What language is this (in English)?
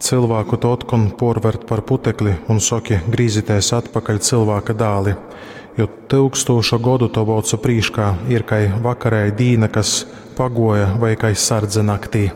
Latgalian